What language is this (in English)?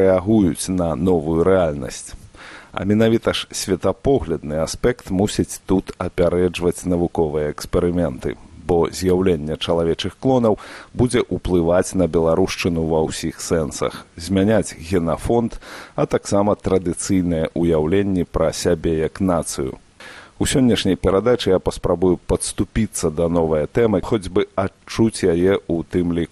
Belarusian